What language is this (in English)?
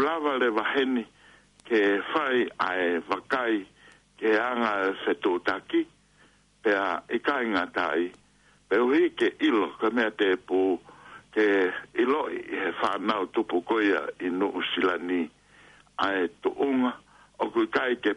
Tongan